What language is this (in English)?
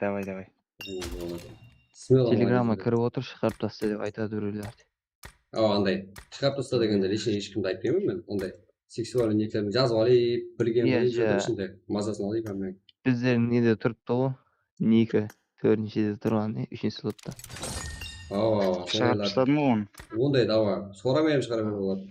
Kara-Kalpak